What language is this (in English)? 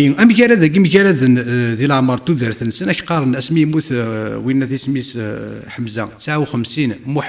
Kabyle